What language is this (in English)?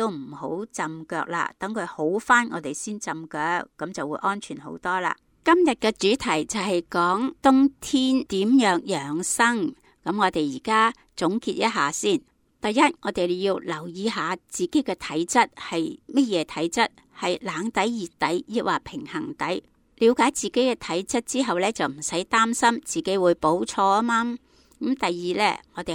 Cantonese